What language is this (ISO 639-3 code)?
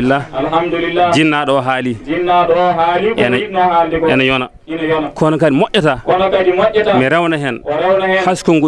ful